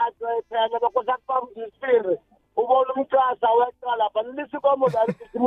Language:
South Ndebele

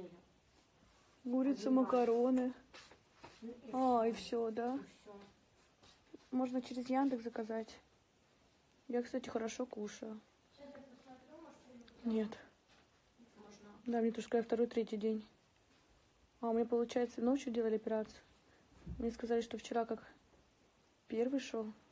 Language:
Russian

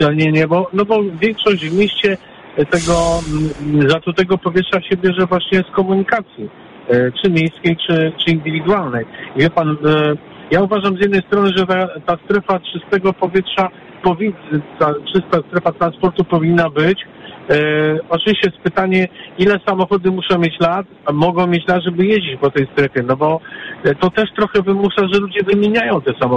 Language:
Polish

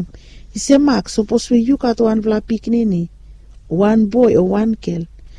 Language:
Bislama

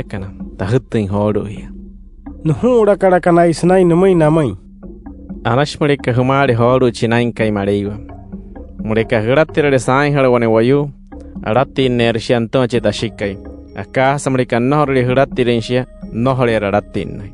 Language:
Wayuu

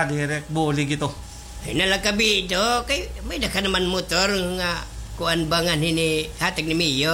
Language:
Waray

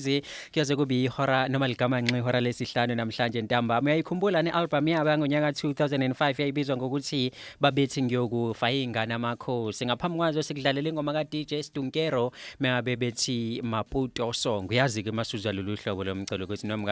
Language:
Zulu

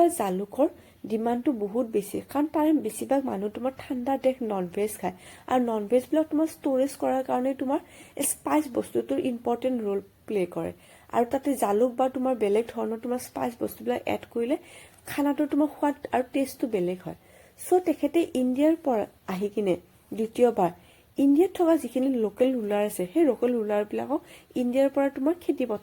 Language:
Assamese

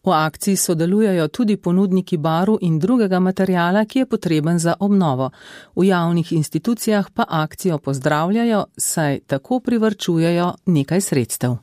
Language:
Slovenian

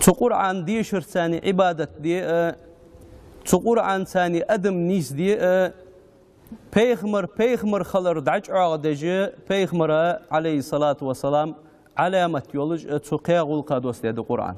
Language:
Ingush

